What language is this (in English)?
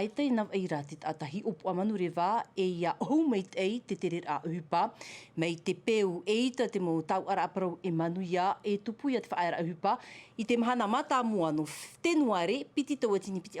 Tahitian